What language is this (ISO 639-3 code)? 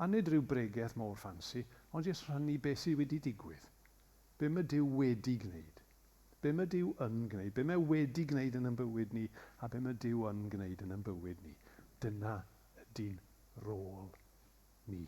cym